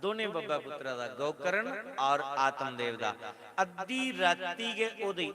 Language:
Dogri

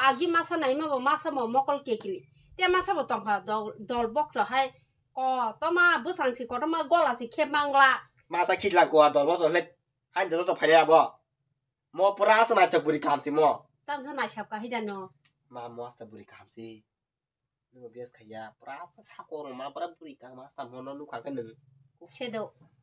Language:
Kok Borok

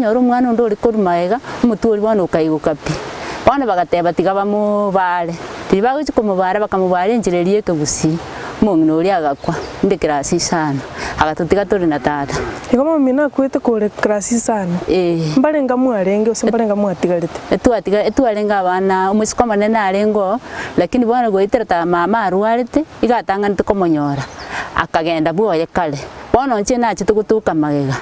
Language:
Gusii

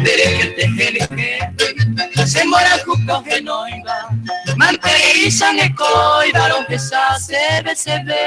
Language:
Guarani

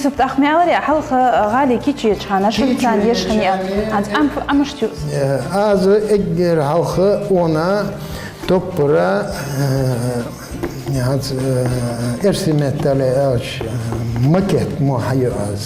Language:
Ingush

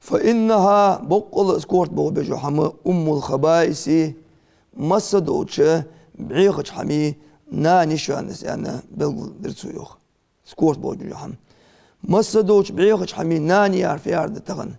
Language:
Ingush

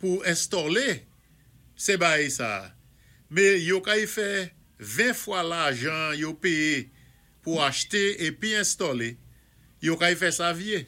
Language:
Saint Lucian Creole French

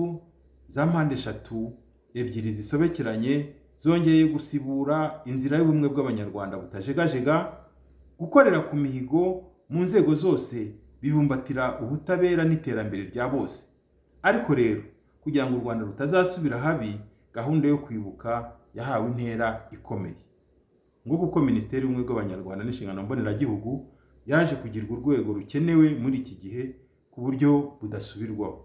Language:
Kinyarwanda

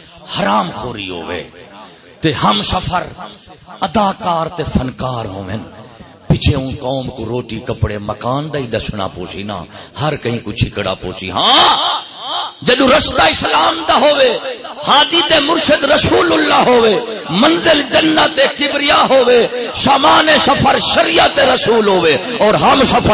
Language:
Saraiki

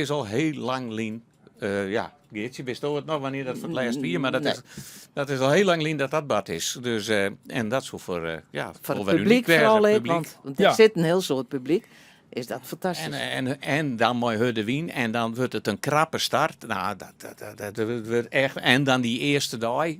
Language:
Western Frisian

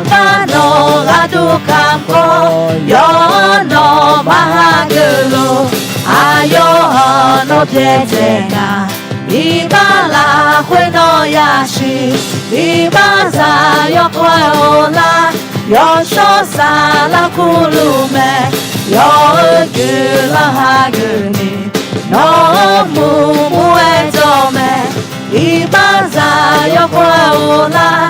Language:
Akha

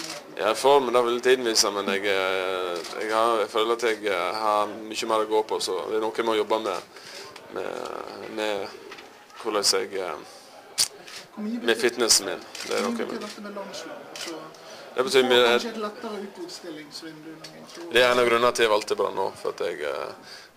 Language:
Norwegian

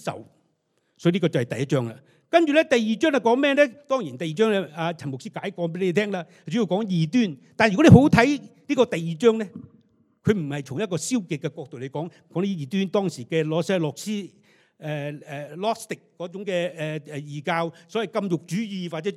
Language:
Cantonese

